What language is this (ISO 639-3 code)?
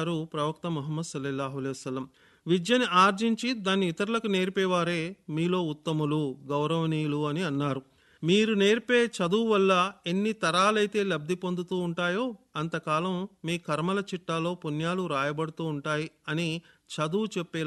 tel